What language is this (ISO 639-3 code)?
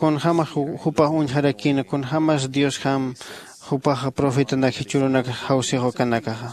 aym